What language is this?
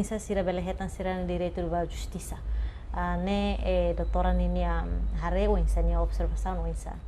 Tetum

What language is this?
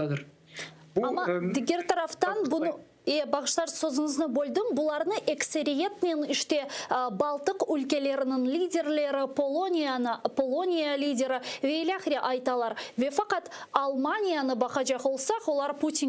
Crimean Tatar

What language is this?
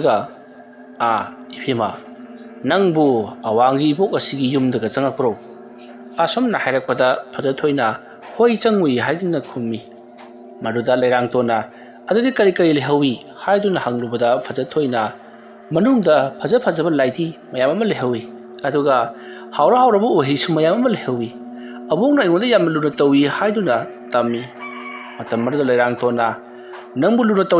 Manipuri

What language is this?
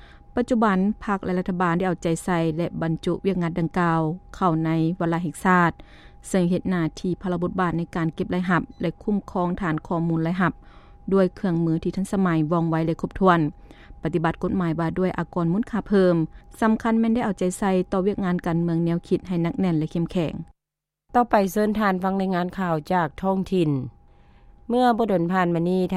Lao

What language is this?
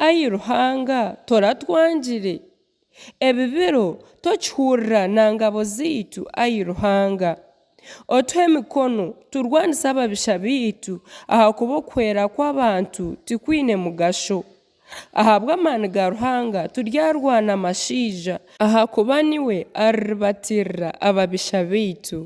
Nyankole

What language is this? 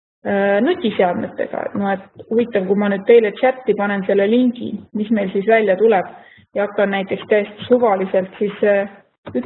Estonian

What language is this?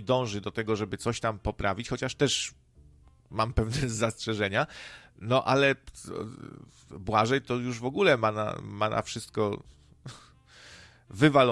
Polish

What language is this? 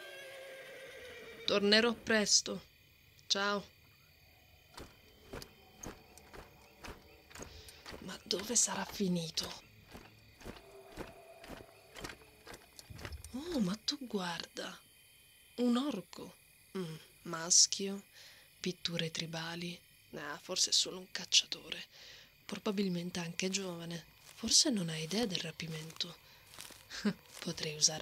Italian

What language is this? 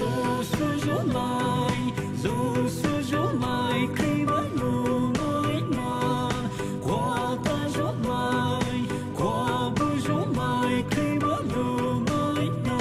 Poumei Naga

